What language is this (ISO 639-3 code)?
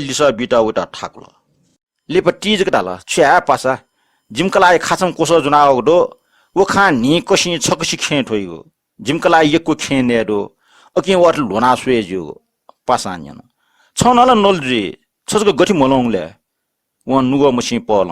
new